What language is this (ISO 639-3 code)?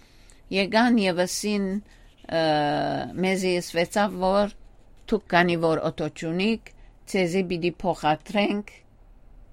hyw